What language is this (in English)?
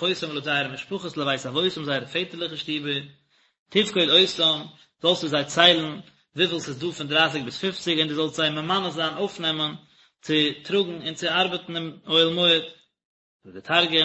Yiddish